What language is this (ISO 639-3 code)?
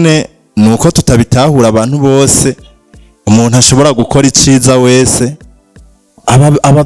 run